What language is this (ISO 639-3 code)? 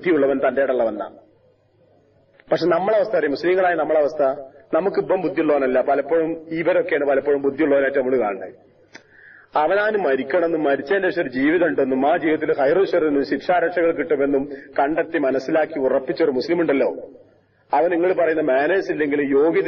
mal